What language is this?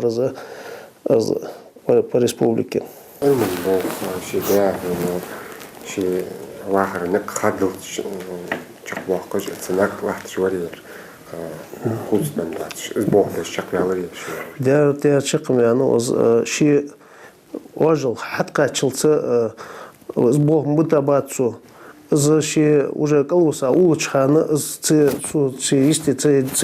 Ingush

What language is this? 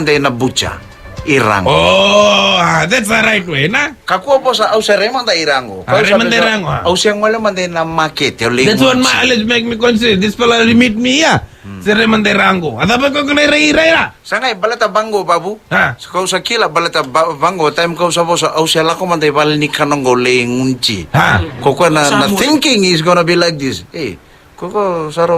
Fijian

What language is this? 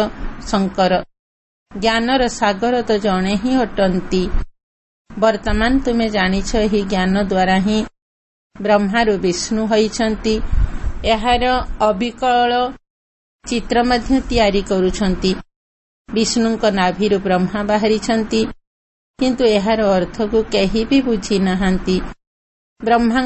Odia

